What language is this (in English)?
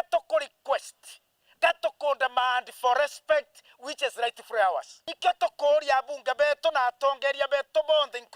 Meru